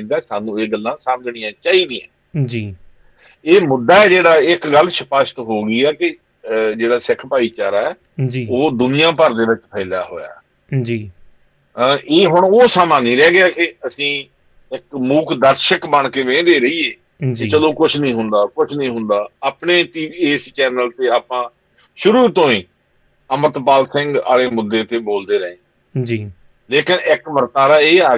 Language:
Punjabi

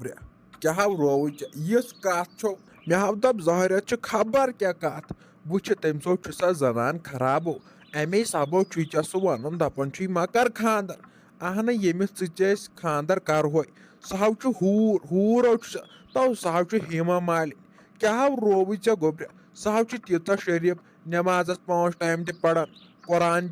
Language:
Kashmiri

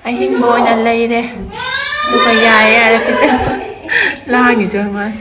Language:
Manipuri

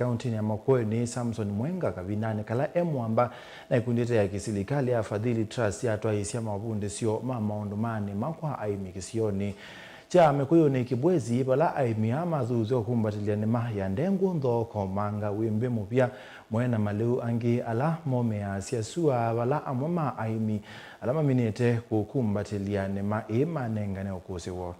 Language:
Kamba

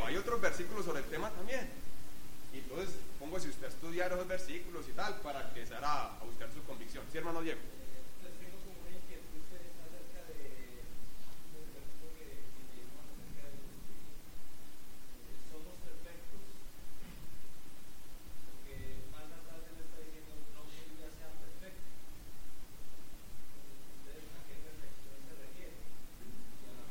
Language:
Spanish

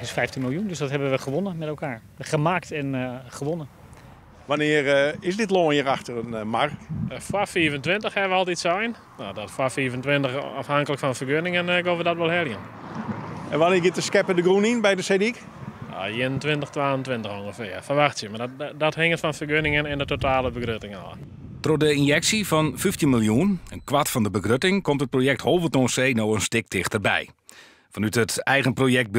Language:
Western Frisian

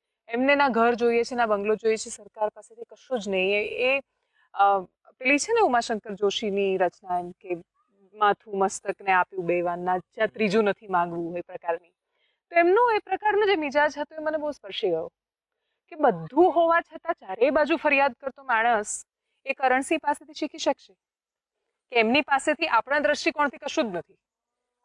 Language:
Gujarati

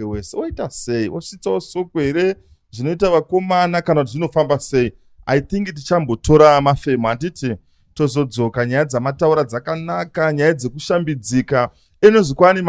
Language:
Shona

